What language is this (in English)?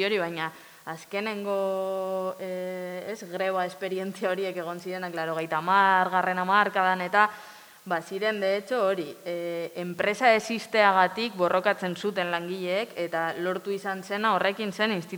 Basque